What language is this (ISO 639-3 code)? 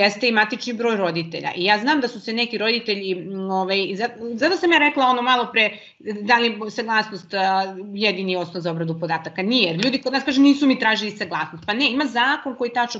srp